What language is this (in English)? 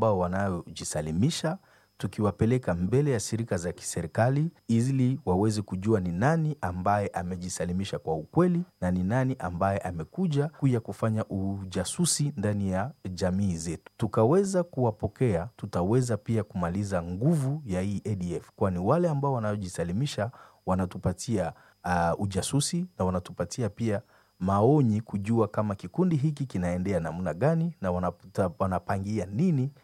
Swahili